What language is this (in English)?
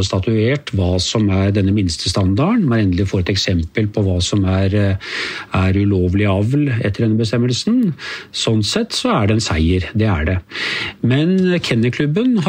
Norwegian